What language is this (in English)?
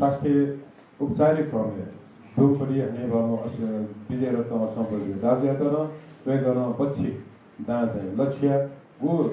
Newari